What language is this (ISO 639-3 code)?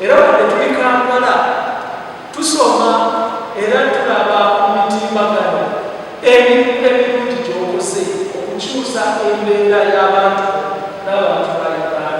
xog